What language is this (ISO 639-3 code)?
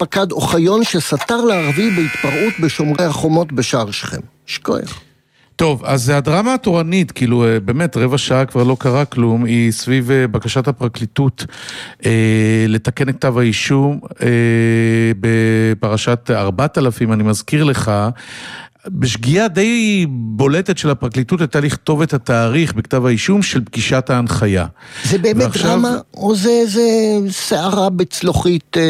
heb